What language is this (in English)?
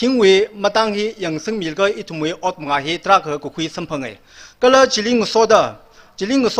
Tangkhul Naga (India)